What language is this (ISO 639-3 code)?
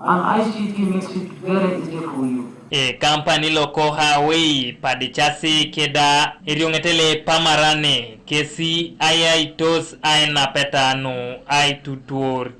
teo